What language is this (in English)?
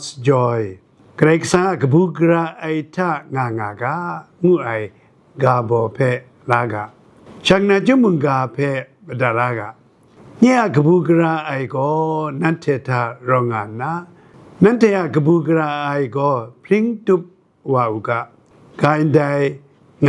Kachin